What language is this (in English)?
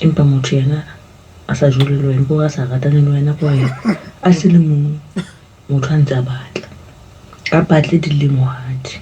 Southern Sotho